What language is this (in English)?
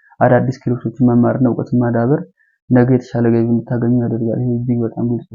Amharic